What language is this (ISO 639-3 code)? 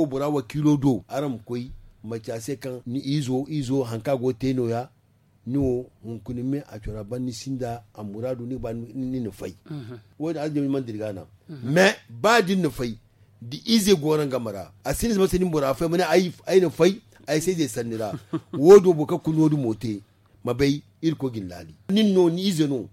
dje